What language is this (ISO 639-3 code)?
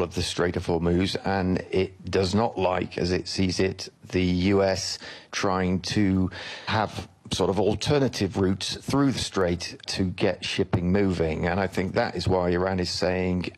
eng